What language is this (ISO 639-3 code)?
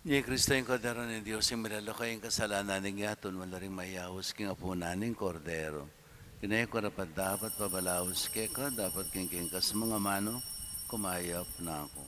pam